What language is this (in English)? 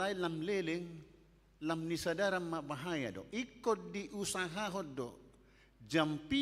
Batak Toba